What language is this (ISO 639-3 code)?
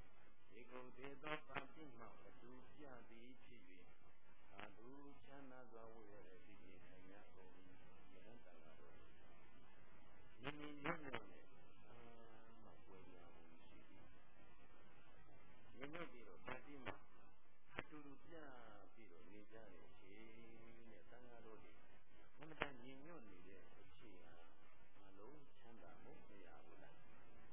mya